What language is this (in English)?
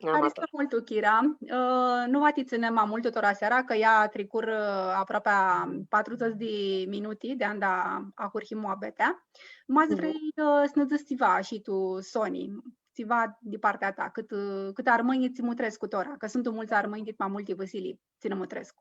Aromanian